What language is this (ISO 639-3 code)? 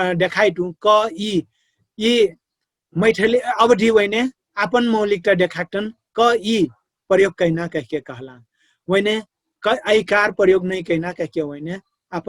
thl